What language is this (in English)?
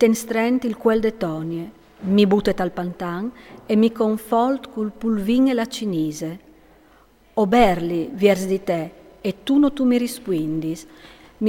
Friulian